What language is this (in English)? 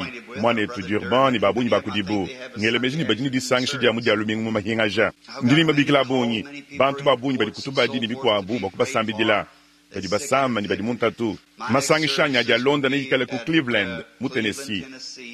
Luba-Lulua